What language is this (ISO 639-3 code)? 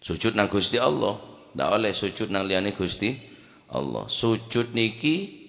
mad